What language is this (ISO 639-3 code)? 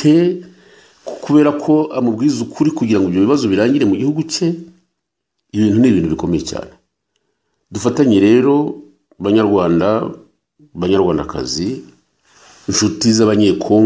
kin